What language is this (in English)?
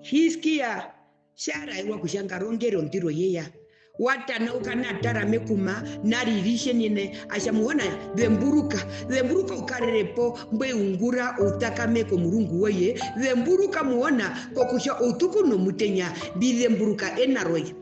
Herero